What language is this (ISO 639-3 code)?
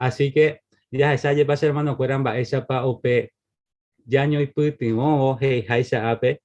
grn